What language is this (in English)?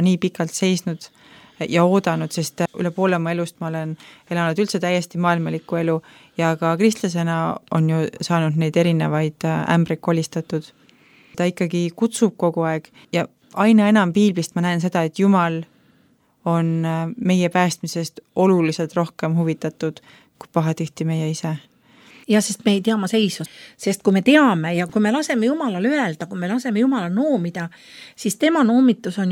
Estonian